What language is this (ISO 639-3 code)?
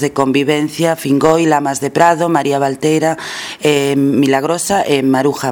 glg